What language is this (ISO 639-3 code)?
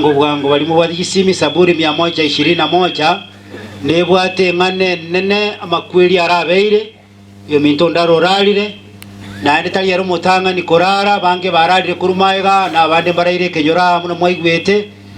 guz